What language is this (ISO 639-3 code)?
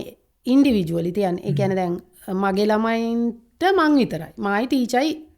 sin